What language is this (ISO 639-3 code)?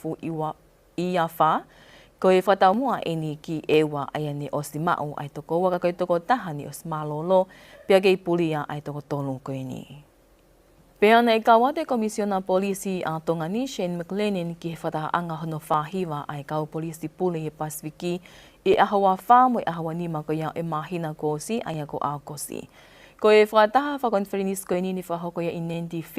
ton